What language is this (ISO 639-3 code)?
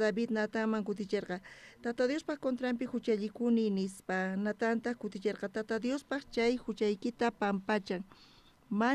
quh